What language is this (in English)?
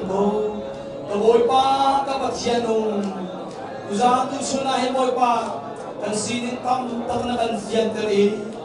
Hakha Chin